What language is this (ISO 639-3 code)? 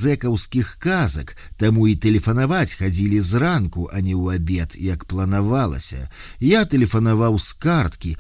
bel